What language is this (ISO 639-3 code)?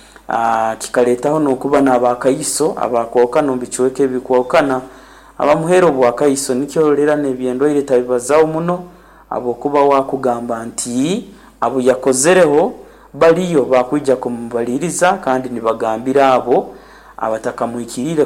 nyo